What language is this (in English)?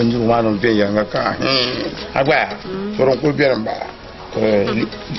Dagbani